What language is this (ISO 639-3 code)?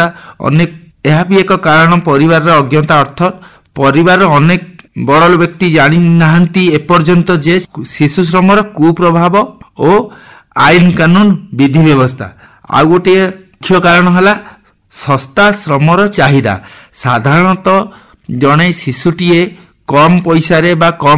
ori